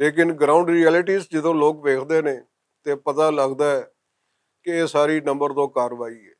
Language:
Western Panjabi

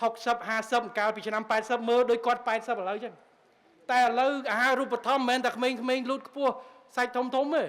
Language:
Khmer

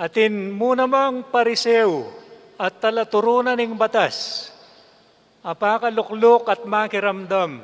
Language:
Pampanga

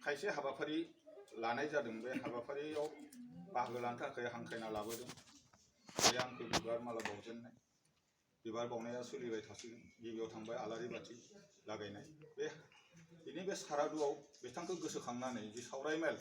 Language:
Bodo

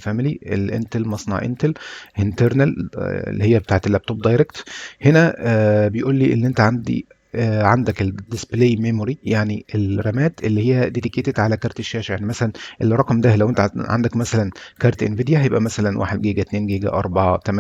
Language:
Egyptian Arabic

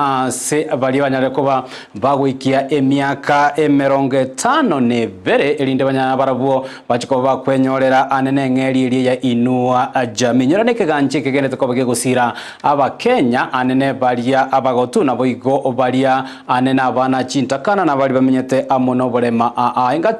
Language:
Gusii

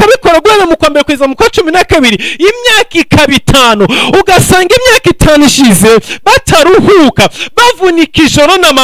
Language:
Kinyarwanda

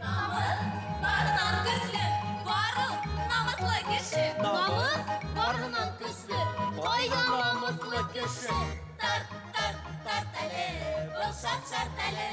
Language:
Bashkir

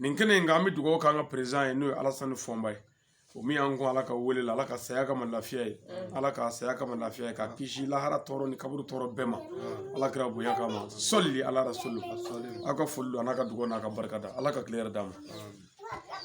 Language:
Bambara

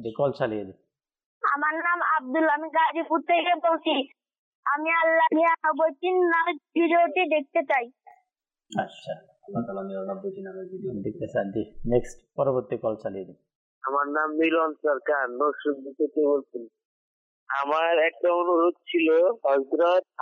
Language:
Bangla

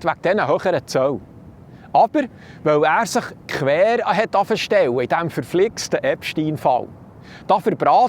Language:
Swiss German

